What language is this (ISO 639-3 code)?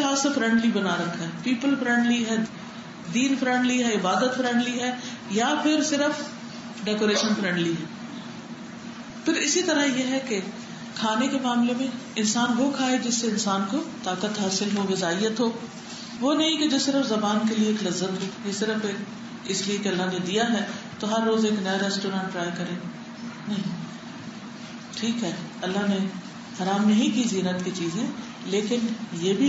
urd